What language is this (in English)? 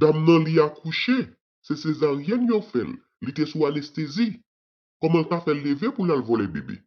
Haitian Creole